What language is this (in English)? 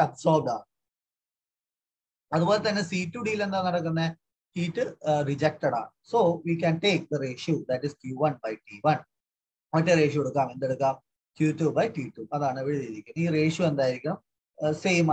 Malayalam